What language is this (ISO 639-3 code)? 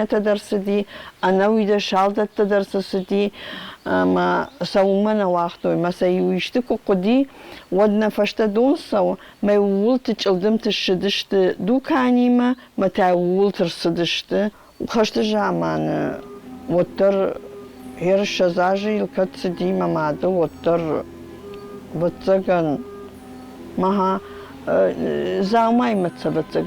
oss